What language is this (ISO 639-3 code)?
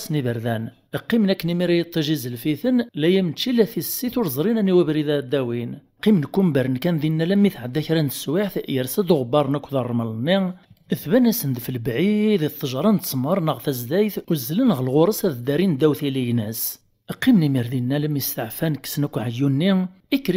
kab